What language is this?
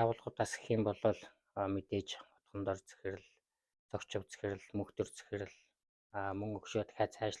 Mongolian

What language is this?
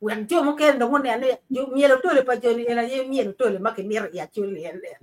Acoli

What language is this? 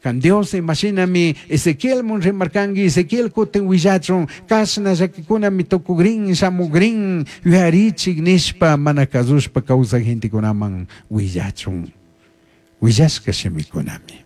Chimborazo Highland Quichua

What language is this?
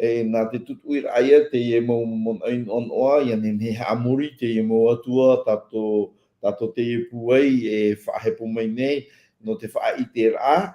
Tahitian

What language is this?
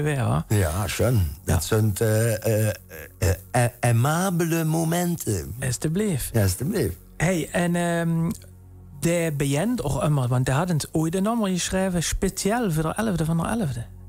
Limburgish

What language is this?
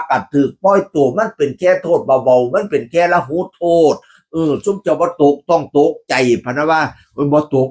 Northeastern Thai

